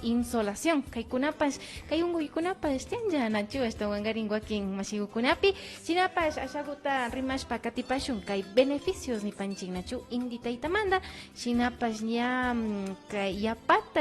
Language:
Imbabura Highland Quichua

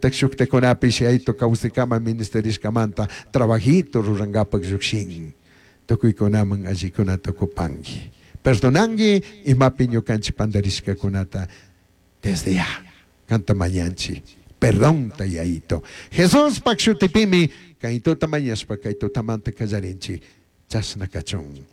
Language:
Chimborazo Highland Quichua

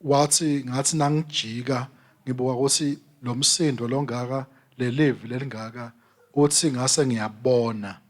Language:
Swati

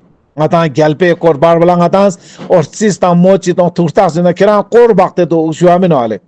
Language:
Ladakhi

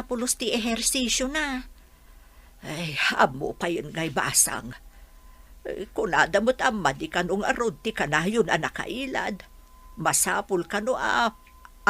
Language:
Iloko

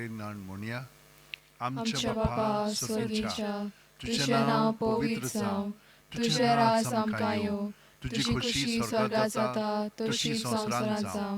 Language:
Konkani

